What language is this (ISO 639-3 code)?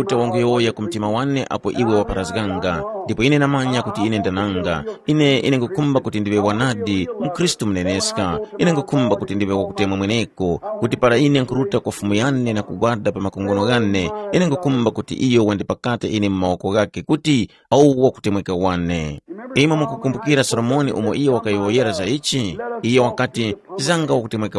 tum